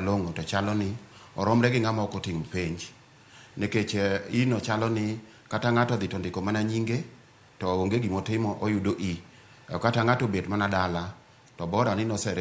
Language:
Luo (Kenya and Tanzania)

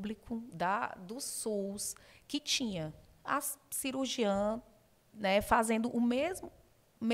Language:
Portuguese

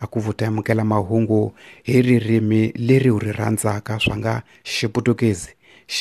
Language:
Tsonga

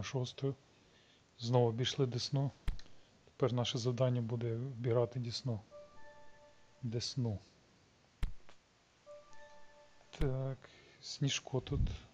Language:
Ukrainian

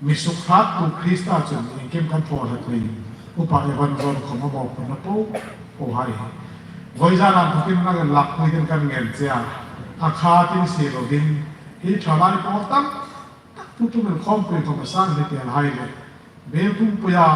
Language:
Hmar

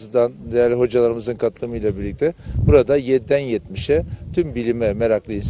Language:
Turkish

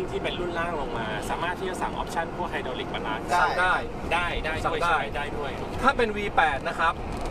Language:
Thai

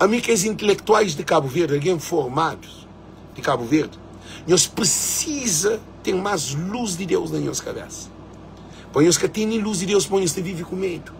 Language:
Kabuverdianu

